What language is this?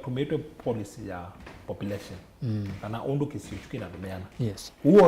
Kamba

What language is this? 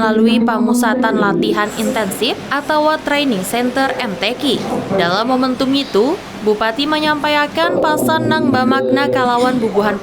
Banjar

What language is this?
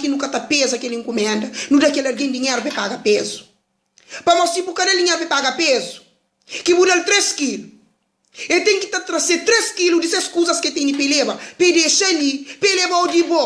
Kabuverdianu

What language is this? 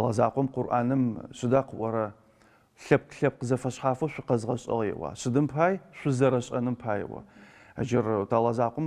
Adyghe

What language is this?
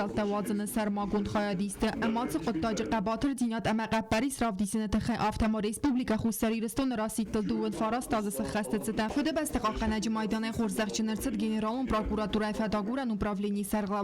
Ossetic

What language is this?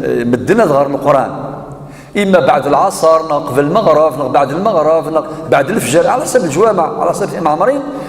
Kabyle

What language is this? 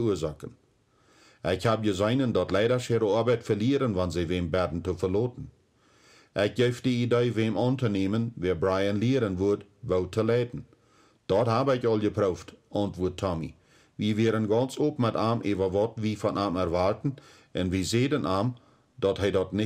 Plautdietsch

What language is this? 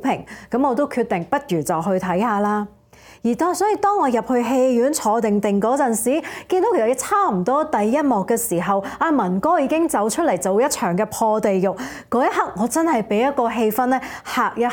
Cantonese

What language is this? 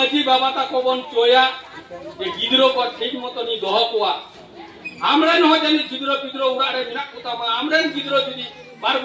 Santali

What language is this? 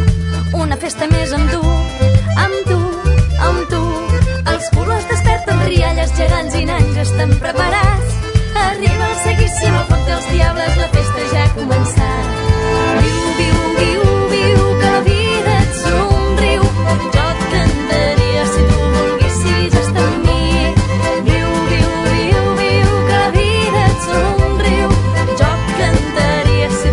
Catalan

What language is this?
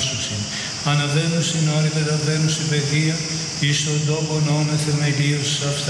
Greek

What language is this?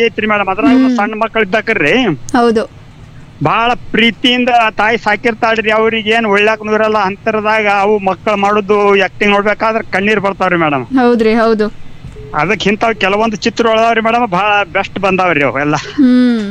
Kannada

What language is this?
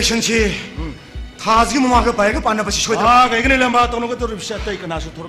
Manipuri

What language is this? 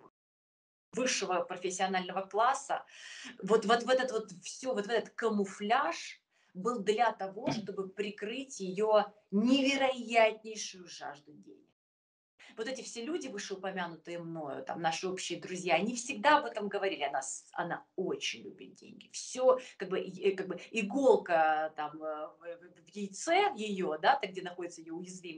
Russian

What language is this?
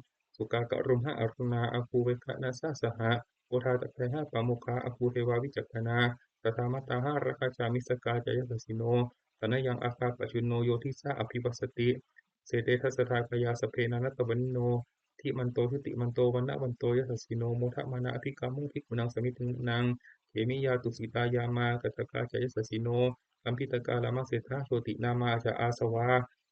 Pali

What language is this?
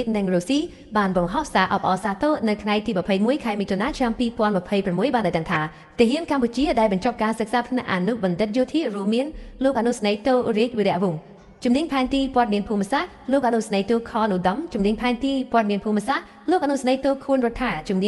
Khmer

